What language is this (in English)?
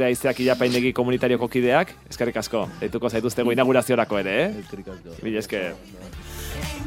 Basque